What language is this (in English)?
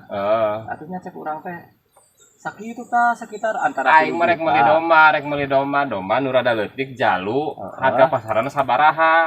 Sundanese